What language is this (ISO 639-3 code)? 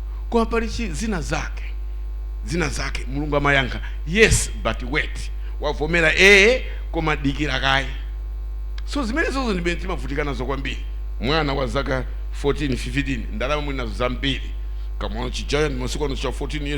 nya